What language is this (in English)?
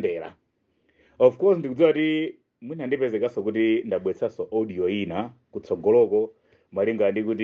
Nyanja